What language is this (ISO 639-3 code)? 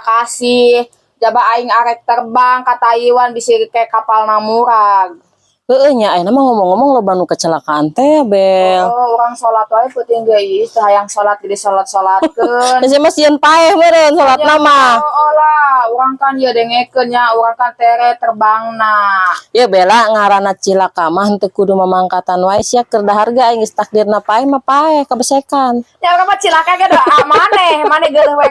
sun